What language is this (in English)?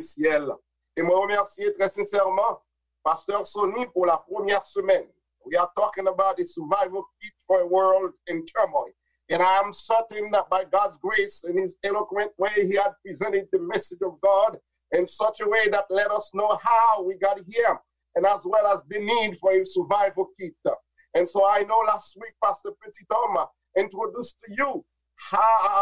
Haitian Creole